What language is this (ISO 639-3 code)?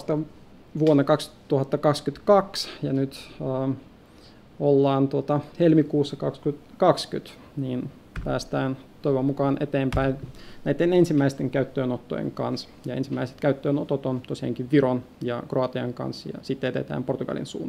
fin